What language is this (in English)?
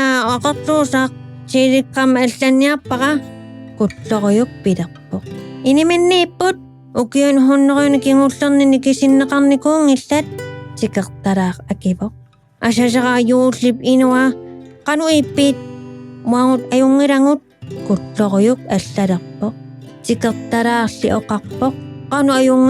Kalaallisut